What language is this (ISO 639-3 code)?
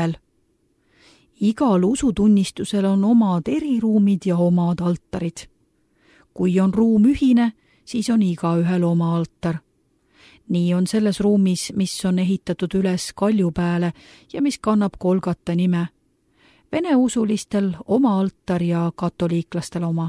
est